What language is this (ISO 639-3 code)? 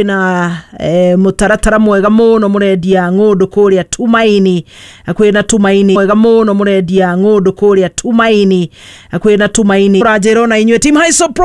kik